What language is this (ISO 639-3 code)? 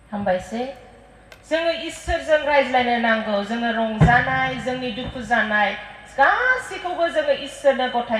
brx